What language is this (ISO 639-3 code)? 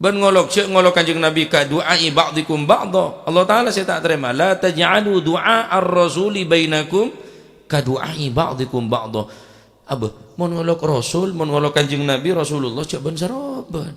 mad